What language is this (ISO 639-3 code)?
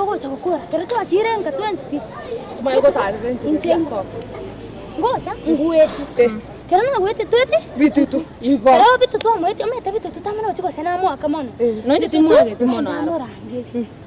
guz